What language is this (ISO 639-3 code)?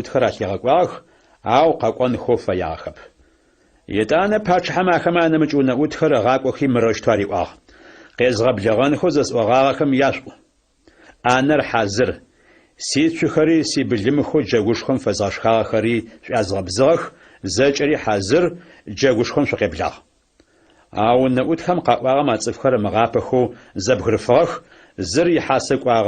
ady